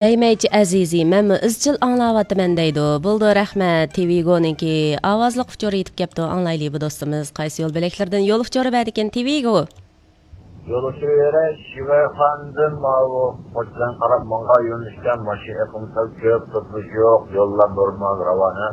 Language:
Uyghur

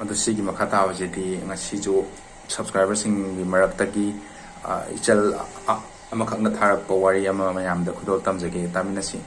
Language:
Manipuri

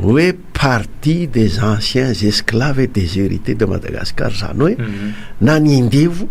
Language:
Malagasy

